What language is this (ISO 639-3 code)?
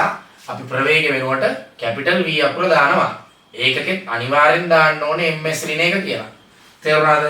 sin